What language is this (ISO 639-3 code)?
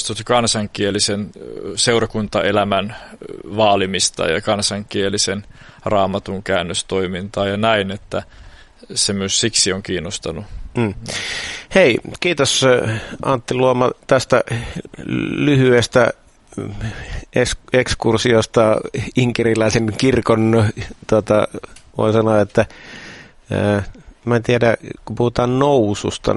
fin